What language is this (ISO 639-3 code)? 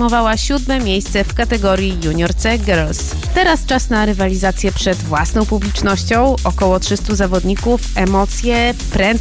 pol